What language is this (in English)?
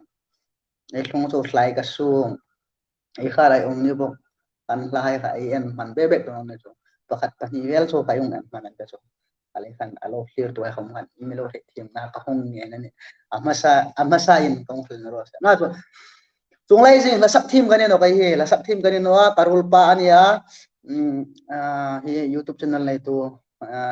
Hmar